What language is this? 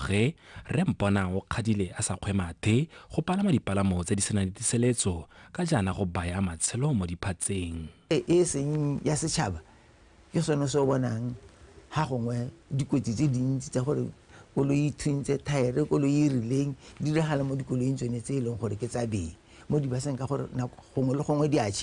Tswana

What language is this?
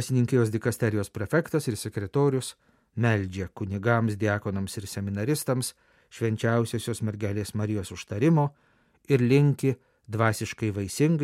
Lithuanian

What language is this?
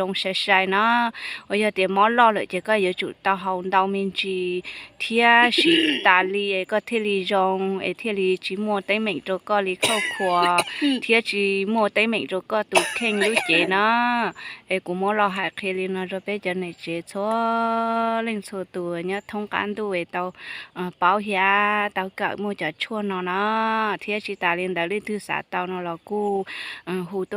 Hmong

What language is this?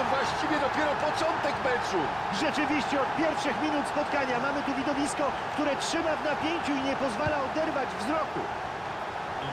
Polish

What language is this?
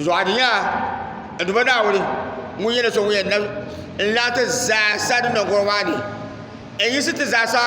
Dagbani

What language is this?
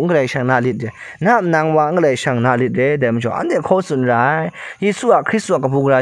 Kachin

